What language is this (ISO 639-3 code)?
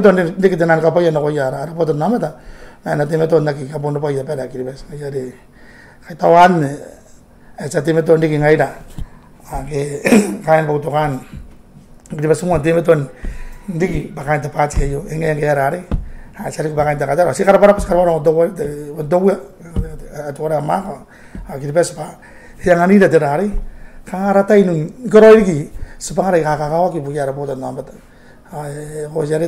gil